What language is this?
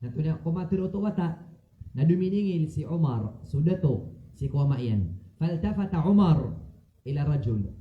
Maranao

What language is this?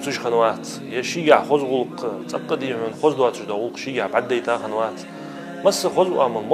Ingush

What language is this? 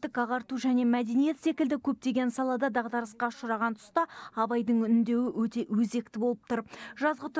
Kazakh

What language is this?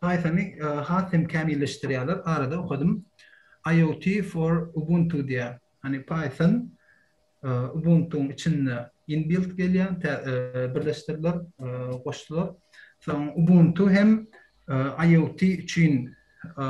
Turkmen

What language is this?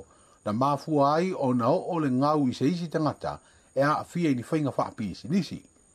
Samoan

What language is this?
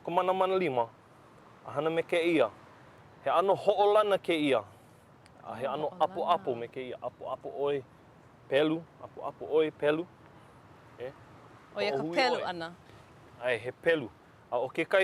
Hawaiian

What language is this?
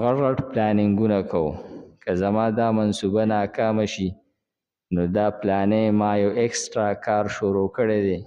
Pashto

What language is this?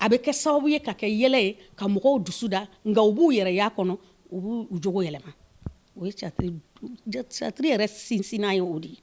Bambara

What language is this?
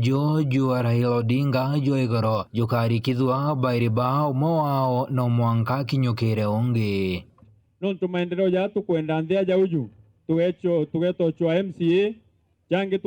Meru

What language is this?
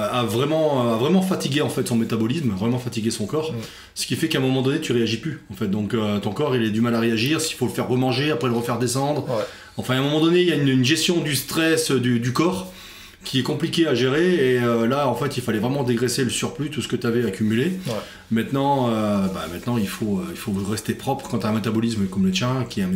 French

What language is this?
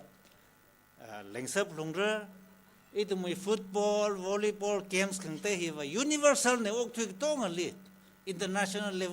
Tangkhul Naga (India)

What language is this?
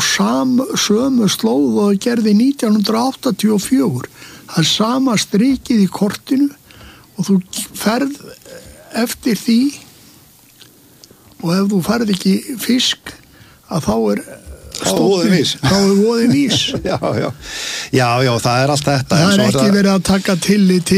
Icelandic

